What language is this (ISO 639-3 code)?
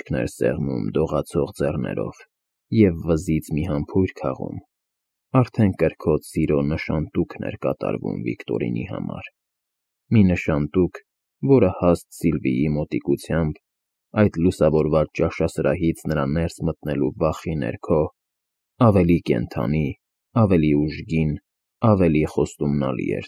hye